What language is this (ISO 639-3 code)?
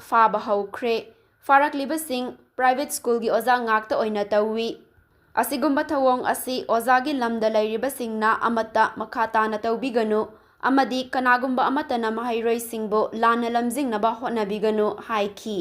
mni